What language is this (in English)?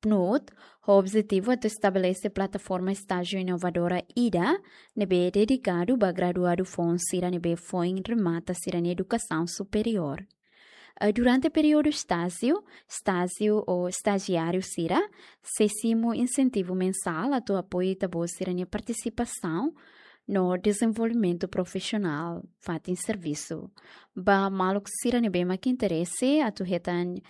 Tetum